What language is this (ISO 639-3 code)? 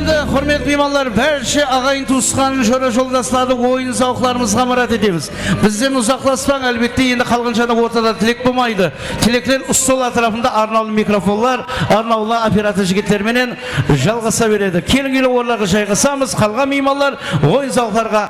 kaa